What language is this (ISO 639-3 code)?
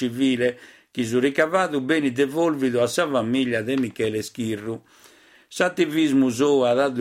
srd